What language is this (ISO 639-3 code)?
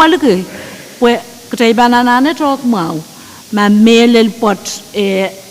pon